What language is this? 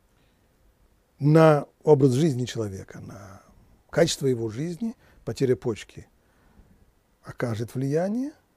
Russian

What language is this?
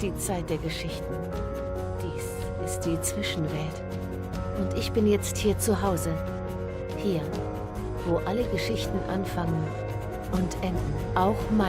Swiss German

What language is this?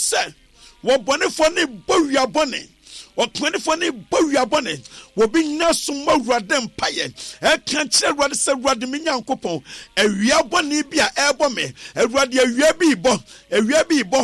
Akan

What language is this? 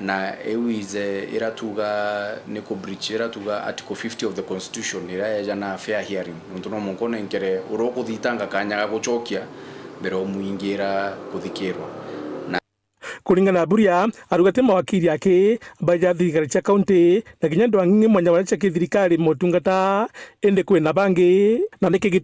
Meru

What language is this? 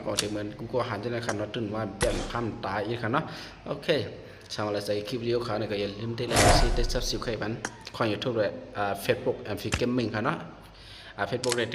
Shan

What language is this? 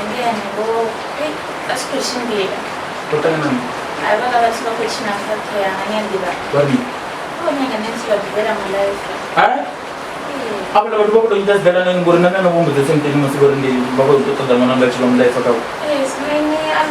Venda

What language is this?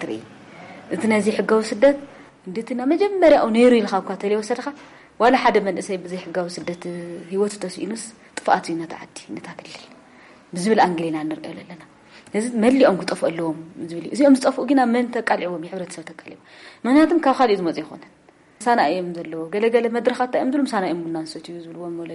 Tigrinya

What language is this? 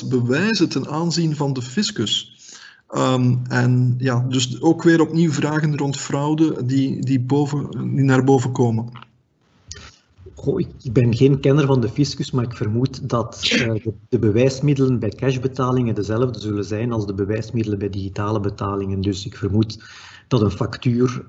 Dutch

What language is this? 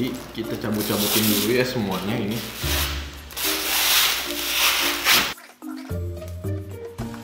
Indonesian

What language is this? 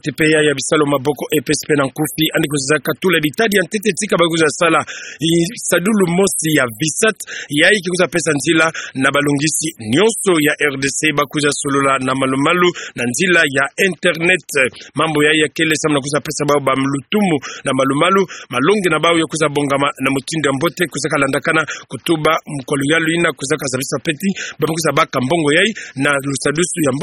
Kituba (Democratic Republic of Congo)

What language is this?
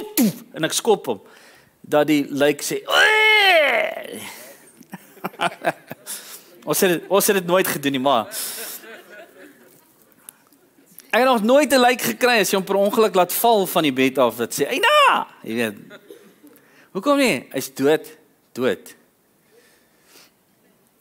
Afrikaans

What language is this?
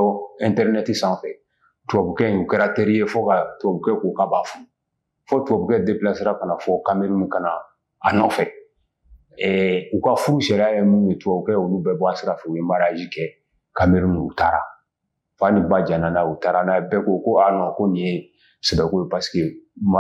Bambara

